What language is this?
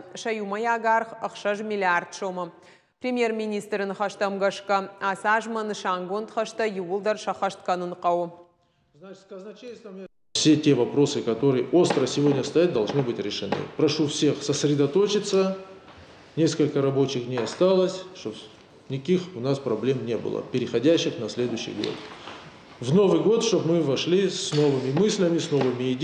Ossetic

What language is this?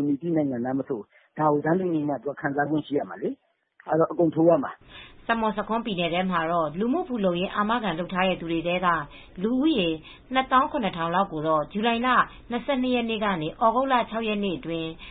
Burmese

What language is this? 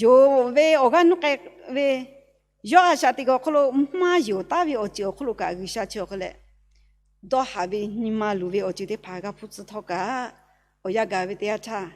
Lahu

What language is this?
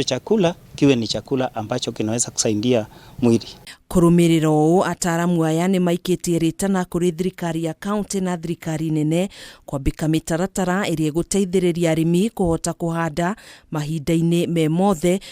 Kikuyu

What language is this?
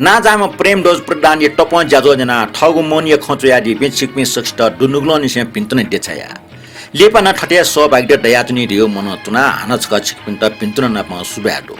Newari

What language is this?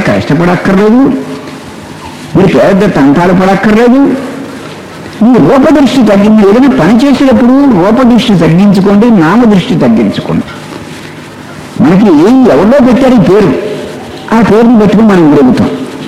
Telugu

